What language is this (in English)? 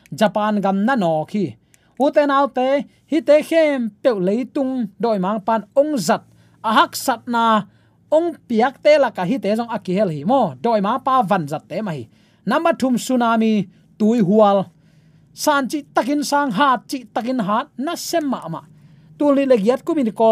Tedim Chin